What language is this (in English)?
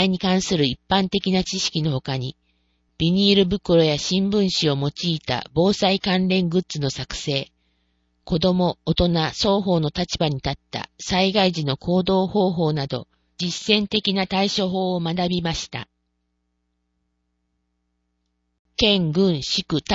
Japanese